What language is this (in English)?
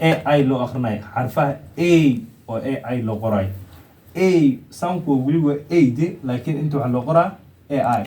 Somali